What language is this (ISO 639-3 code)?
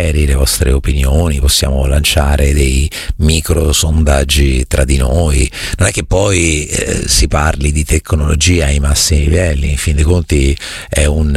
ita